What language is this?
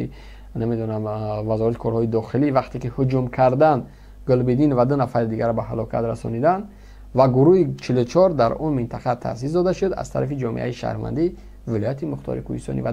Tajik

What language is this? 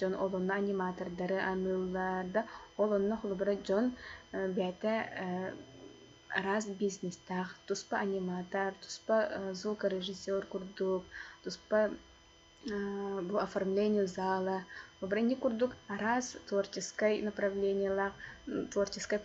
Yakut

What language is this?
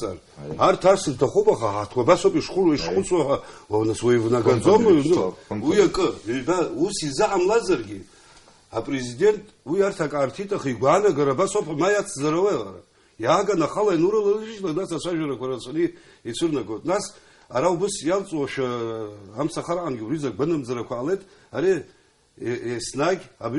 Abkhazian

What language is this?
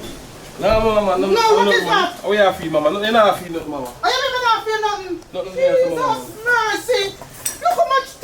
Jamaican Creole English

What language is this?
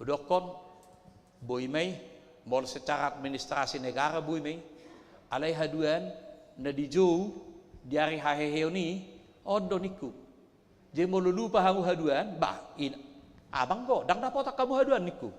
Batak Toba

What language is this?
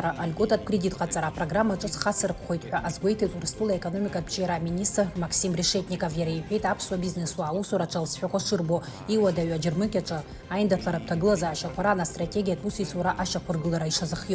Abkhazian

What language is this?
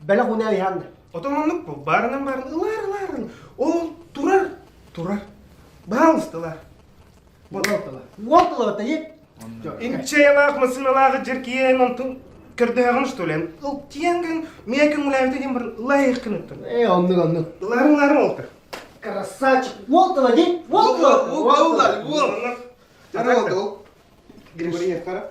Yakut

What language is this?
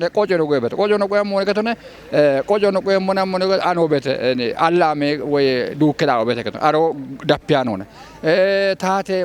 Kafa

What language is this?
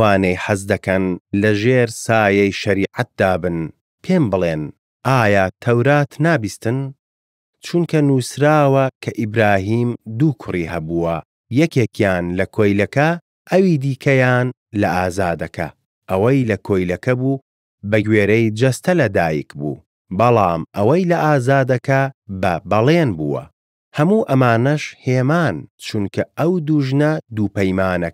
Central Kurdish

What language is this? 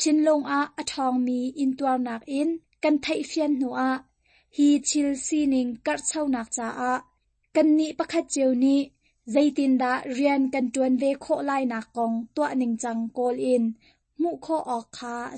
Hakha Chin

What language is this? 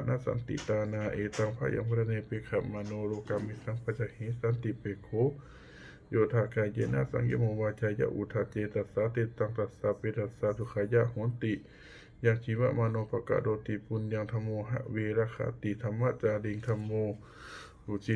Pali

